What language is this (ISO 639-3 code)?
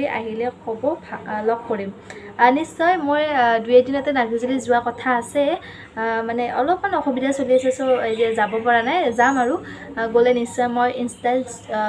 asm